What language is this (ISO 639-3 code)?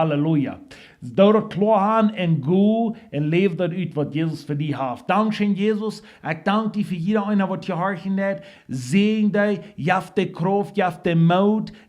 pdt